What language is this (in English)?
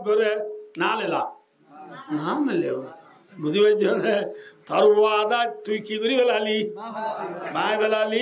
Rohingya